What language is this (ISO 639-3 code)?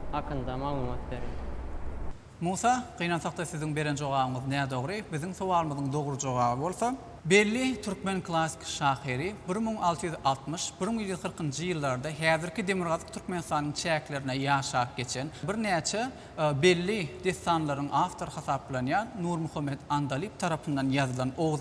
tuk